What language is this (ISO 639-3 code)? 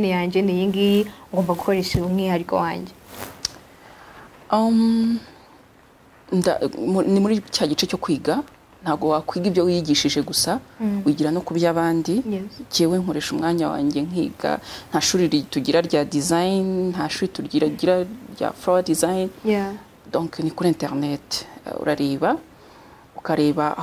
kin